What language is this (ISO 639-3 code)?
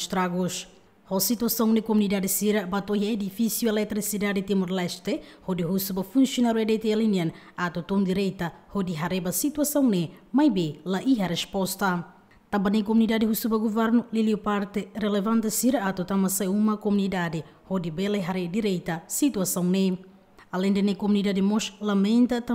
tet